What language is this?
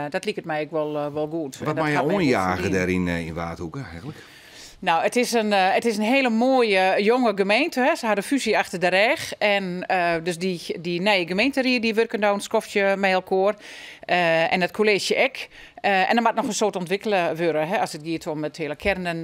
Western Frisian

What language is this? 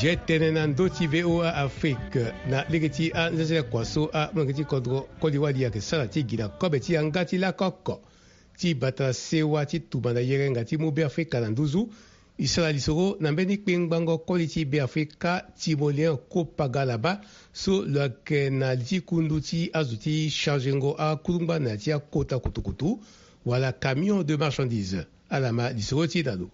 Sango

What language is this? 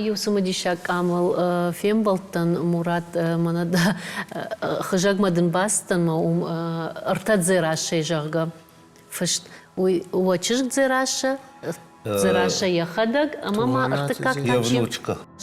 Ossetic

